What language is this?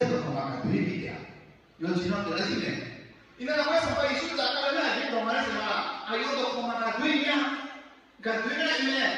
Akha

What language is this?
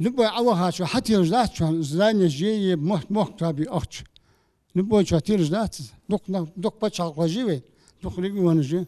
Ingush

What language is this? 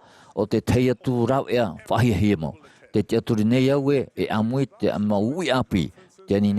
Tahitian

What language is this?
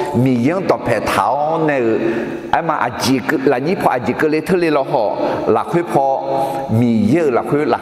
Akha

